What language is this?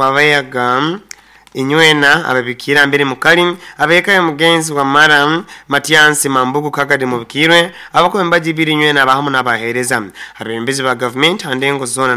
Nyoro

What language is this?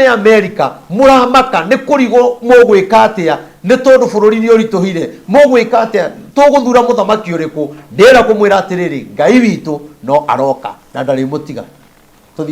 Kikuyu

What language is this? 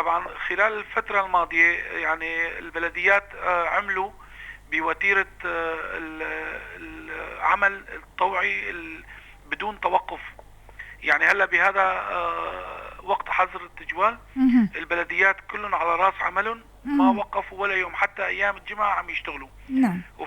North Levantine Arabic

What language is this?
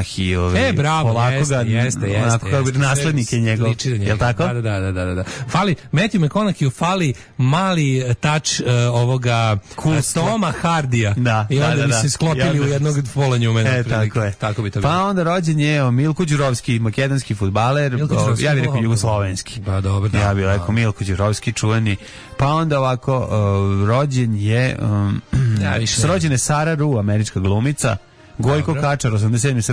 Serbian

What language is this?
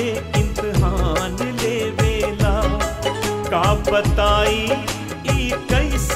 Bhojpuri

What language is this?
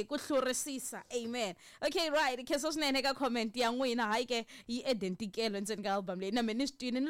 Tsonga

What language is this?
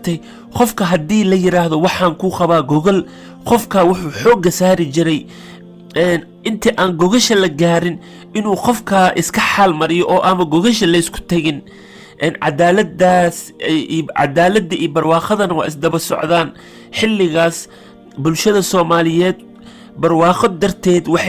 Somali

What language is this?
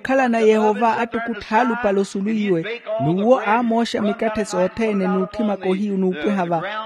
Makhuwa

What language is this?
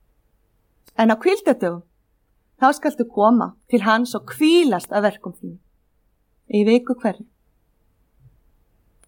Icelandic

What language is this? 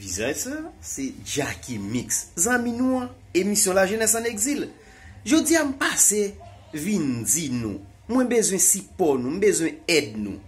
Haitian Creole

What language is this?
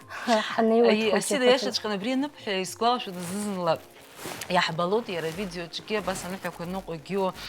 Abkhazian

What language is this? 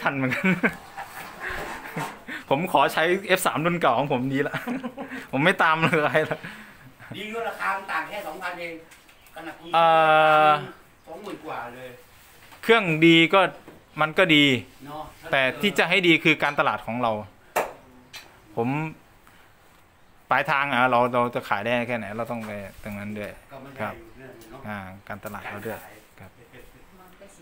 Thai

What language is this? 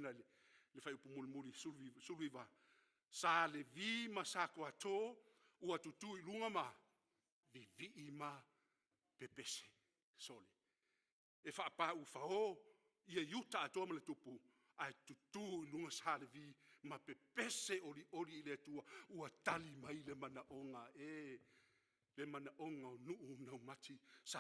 Samoan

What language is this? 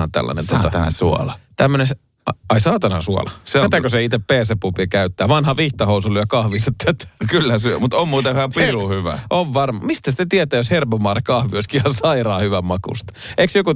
Finnish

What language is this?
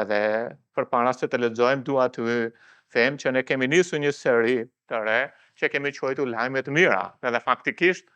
Albanian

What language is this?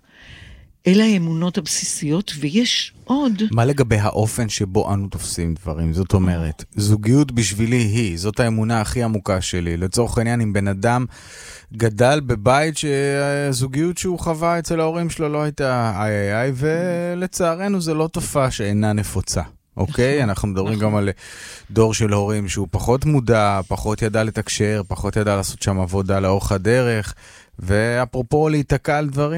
Hebrew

